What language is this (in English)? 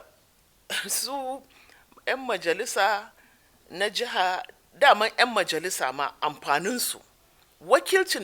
Hausa